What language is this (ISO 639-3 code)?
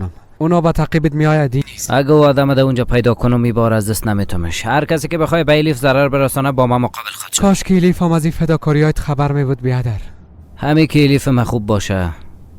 fas